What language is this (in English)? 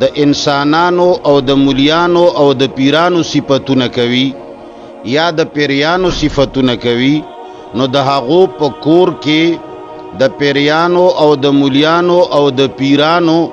Pashto